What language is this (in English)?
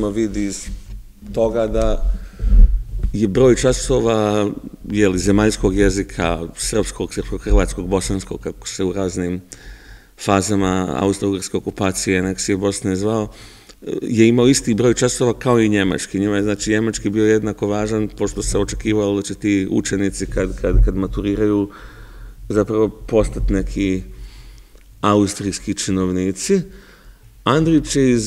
Serbian